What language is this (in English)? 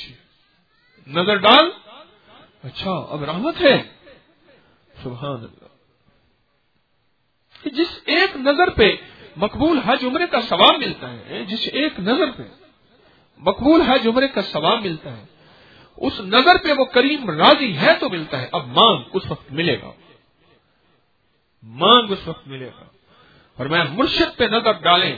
Urdu